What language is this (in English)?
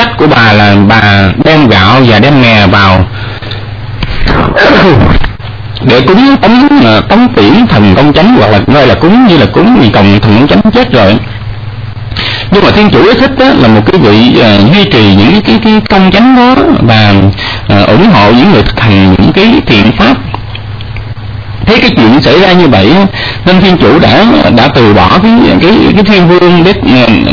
Vietnamese